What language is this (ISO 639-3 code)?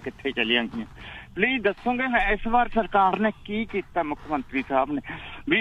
pan